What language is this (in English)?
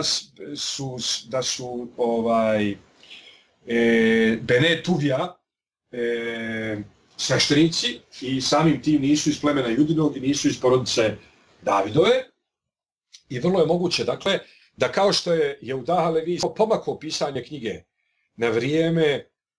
Bosnian